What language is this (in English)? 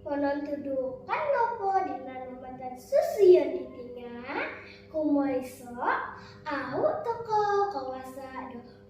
Central Dusun